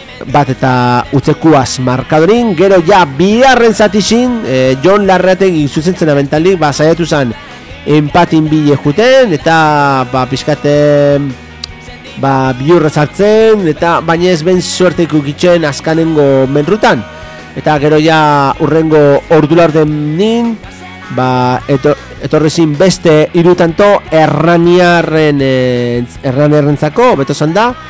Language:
Basque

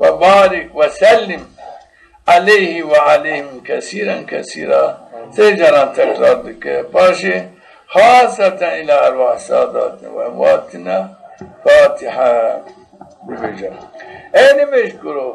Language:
Zaza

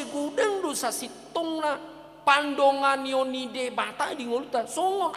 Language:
Batak Toba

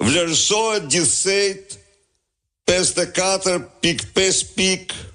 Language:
Albanian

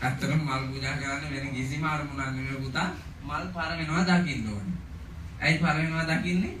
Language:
Sinhala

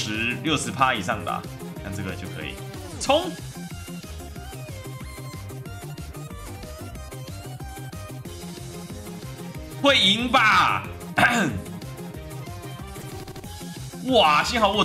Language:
Chinese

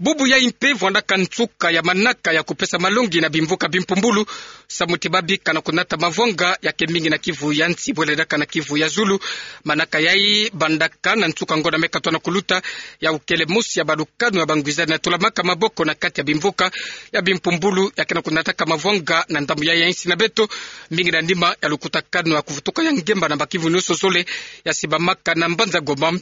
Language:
Kituba (Democratic Republic of Congo)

